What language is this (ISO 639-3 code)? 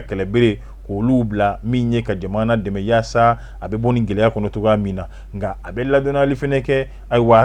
bam